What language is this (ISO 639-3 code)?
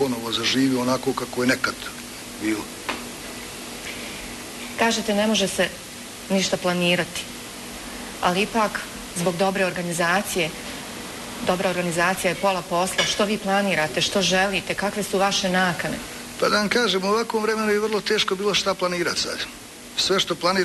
bos